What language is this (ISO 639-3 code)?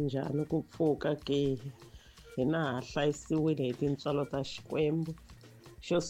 tso